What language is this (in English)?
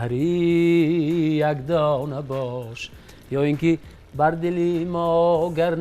Tajik